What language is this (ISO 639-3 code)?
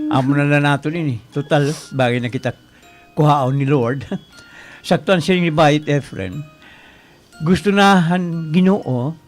war